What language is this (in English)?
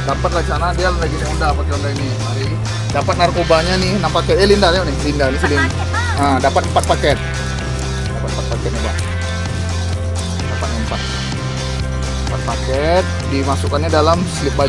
Indonesian